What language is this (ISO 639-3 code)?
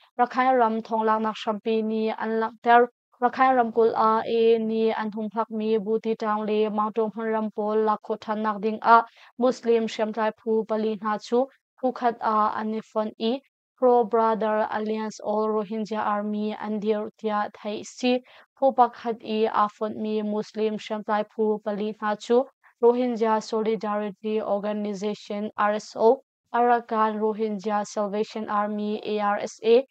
cnh